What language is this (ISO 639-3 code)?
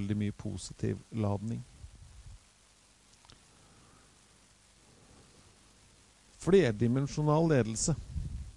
nor